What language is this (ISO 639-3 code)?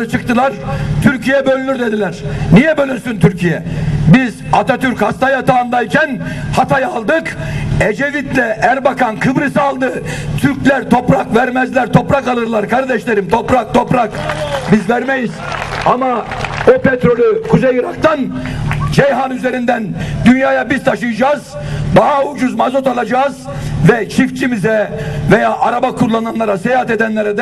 tur